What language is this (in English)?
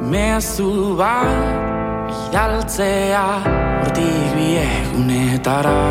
Basque